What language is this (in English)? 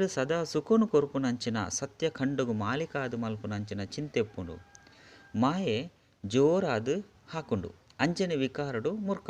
Tulu